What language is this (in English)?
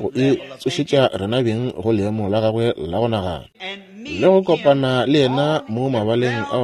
Northern Sotho